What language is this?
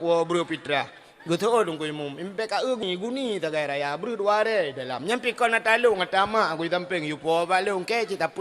Achinese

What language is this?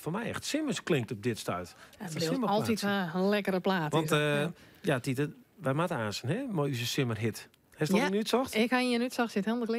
Western Frisian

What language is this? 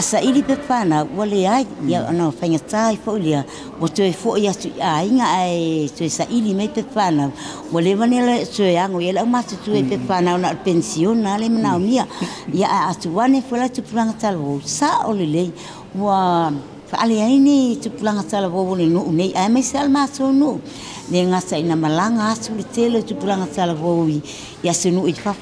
Samoan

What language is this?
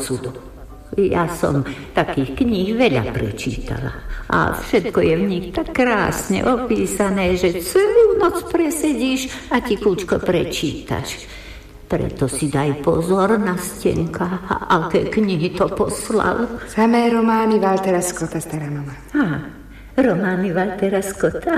Slovak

